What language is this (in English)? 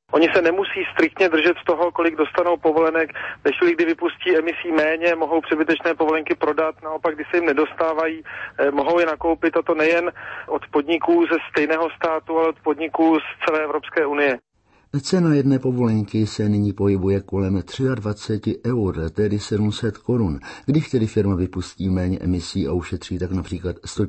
Czech